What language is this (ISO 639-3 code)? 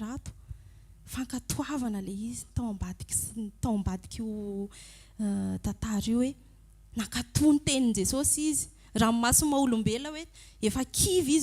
mlg